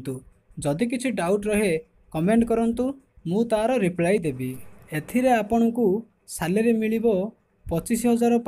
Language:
Odia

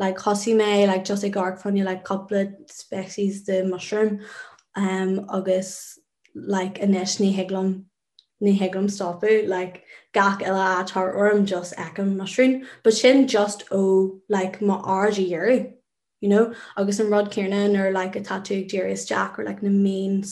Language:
Irish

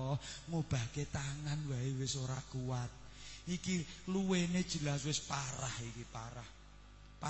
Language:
Javanese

